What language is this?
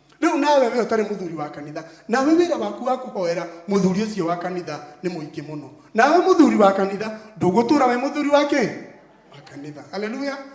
Kikuyu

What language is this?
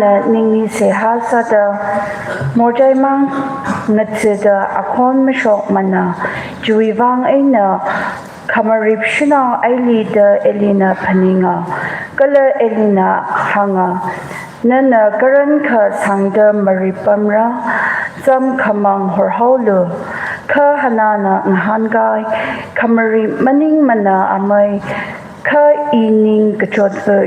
Tangkhul Naga (India)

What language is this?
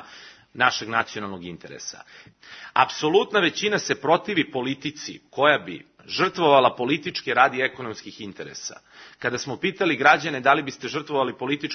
Serbian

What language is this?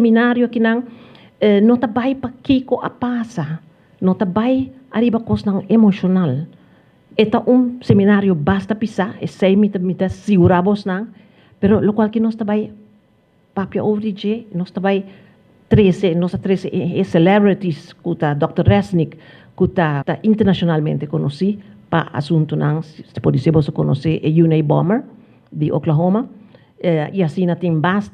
Papiamento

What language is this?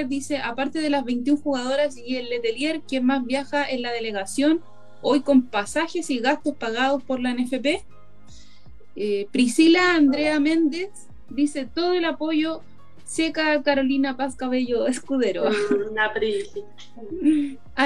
Spanish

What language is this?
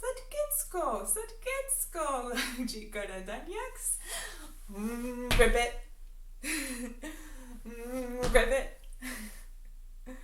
Mohawk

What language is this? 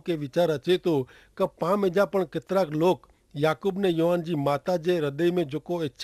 Kachhi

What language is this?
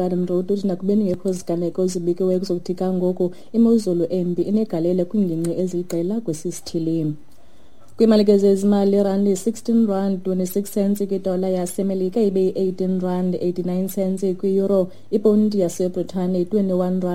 Xhosa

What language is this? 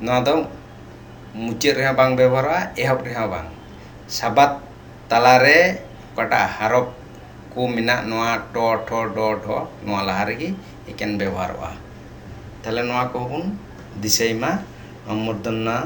Santali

